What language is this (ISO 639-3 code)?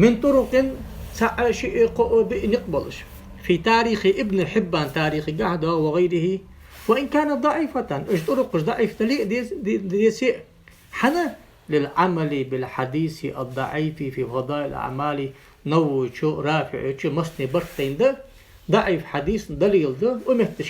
inh